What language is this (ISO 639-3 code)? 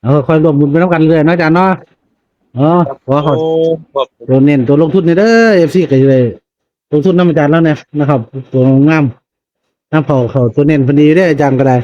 tts